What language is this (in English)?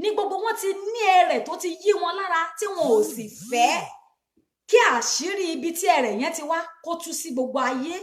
Yoruba